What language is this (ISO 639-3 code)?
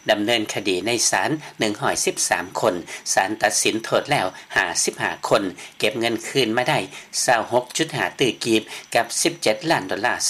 lao